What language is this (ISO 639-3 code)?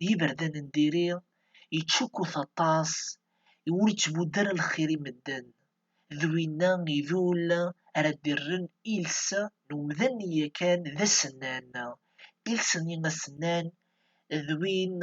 kab